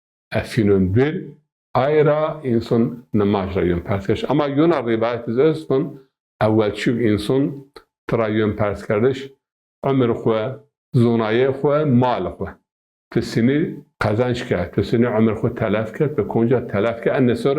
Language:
Zaza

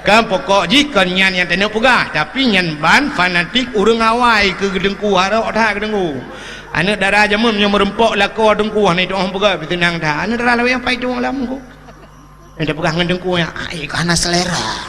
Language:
Achinese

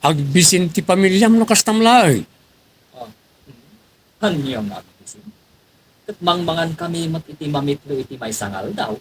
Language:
Iloko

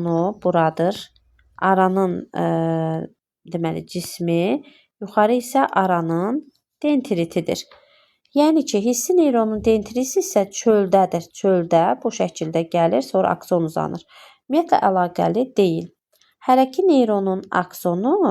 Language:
Azerbaijani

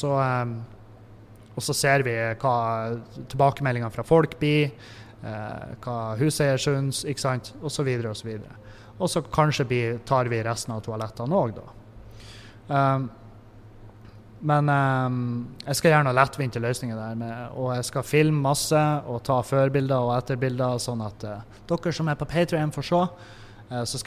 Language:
Norwegian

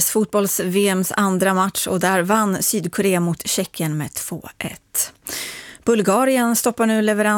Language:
Swedish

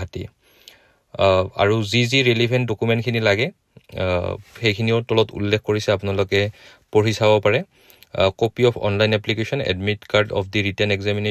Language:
Assamese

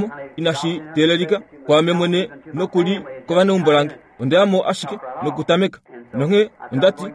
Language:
Kuanyama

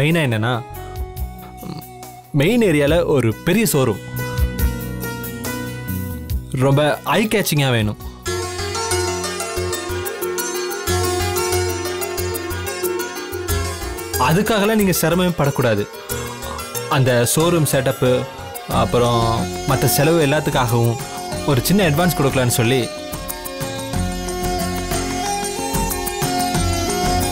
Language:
Tamil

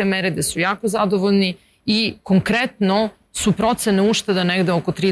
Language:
Serbian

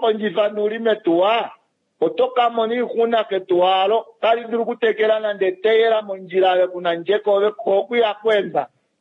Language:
Kuanyama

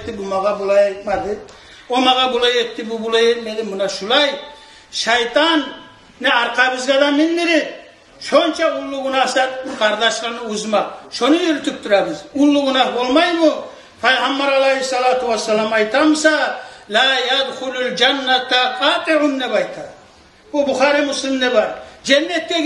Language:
Kumyk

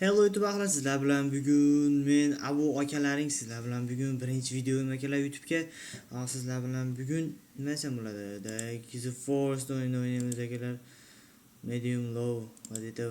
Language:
Uzbek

